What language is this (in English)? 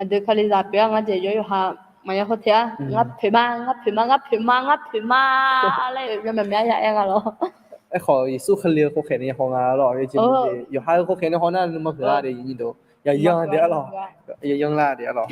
Akha